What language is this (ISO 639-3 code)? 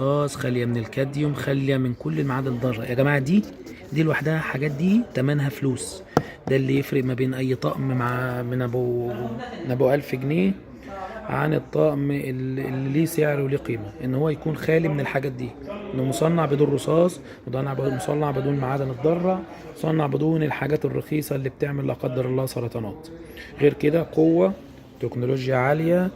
arz